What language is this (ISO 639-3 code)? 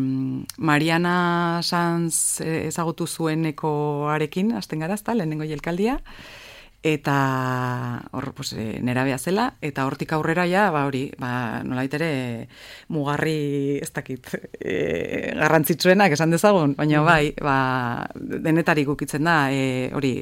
eus